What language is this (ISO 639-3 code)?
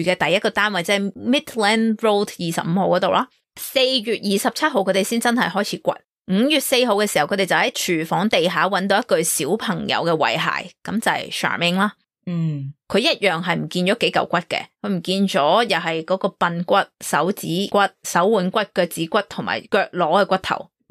yue